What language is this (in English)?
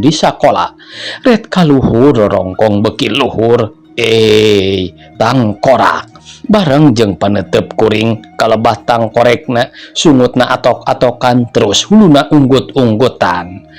Sundanese